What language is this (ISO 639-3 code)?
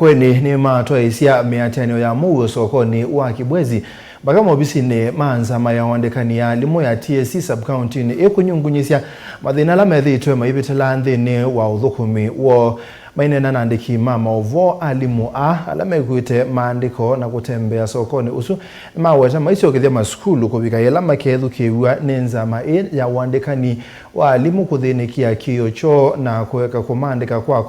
kam